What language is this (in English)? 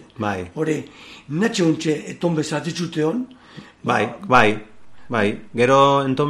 Basque